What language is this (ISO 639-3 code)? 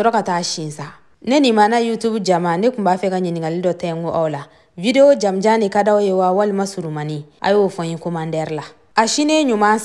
bam